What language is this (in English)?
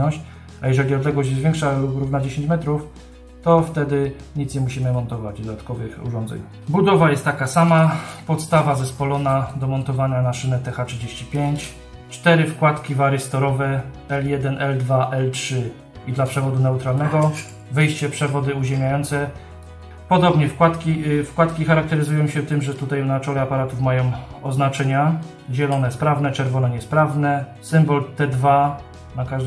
Polish